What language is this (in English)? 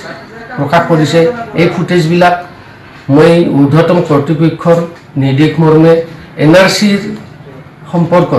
Assamese